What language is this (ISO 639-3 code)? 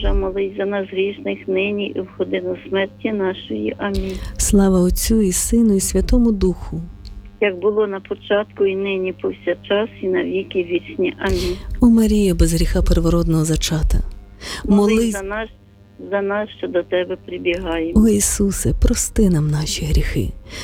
ukr